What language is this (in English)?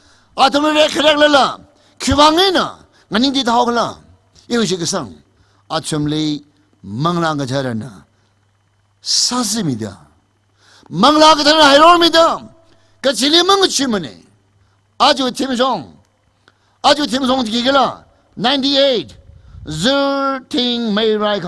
Tangkhul Naga (India)